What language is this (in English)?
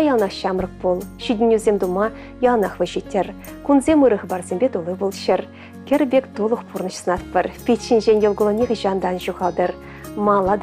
Chuvash